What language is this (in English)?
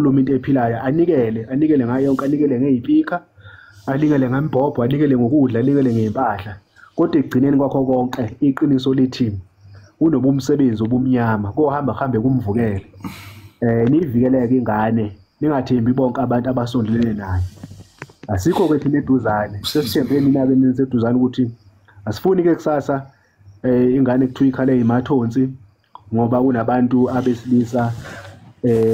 Zulu